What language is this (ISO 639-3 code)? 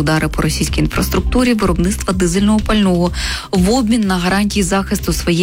ukr